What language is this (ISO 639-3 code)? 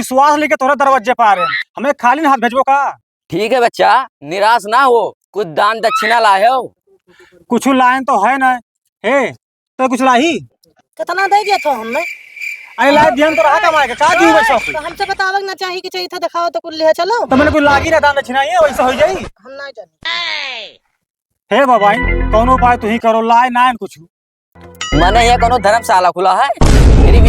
awa